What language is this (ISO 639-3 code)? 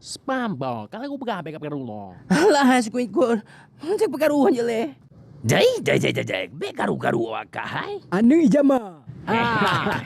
ace